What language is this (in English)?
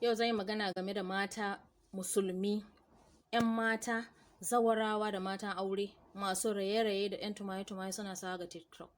Hausa